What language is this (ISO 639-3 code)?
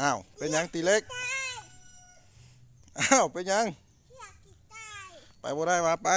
lao